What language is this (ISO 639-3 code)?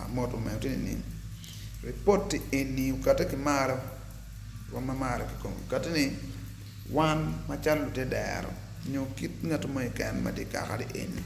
ach